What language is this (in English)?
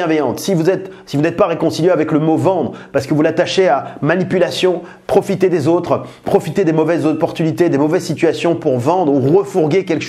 French